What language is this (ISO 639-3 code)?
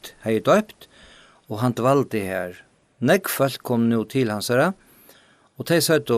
fao